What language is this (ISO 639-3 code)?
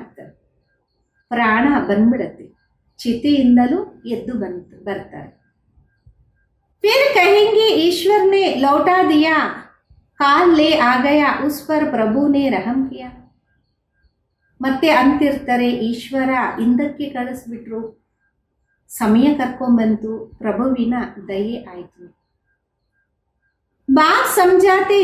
kan